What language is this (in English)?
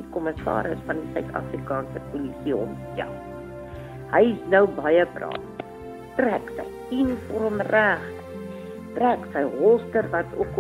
Afrikaans